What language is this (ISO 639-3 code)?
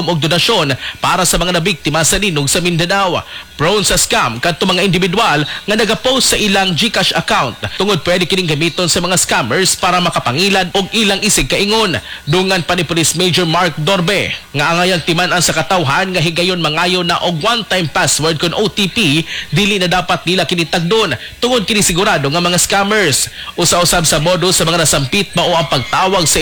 ceb